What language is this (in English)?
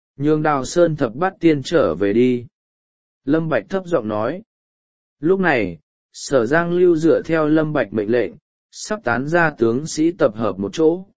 Vietnamese